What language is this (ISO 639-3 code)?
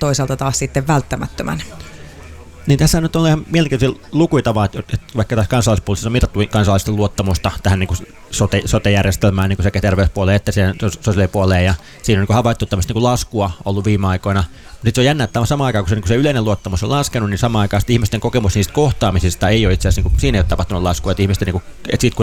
fin